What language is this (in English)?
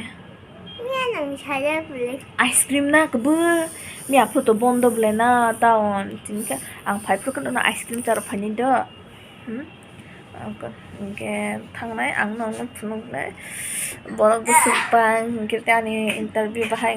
Kok Borok